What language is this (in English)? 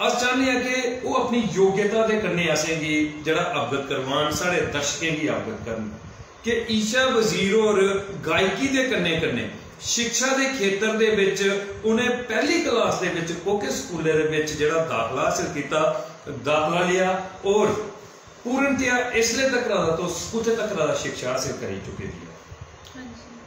Dogri